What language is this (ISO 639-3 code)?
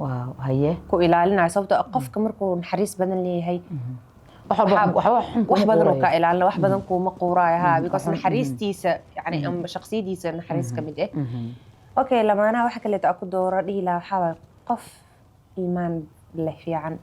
som